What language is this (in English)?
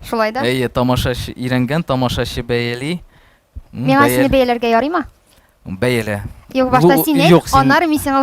Tatar